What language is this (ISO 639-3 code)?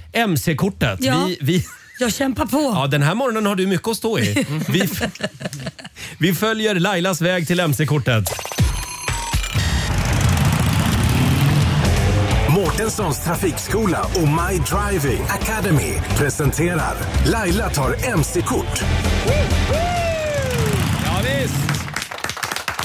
swe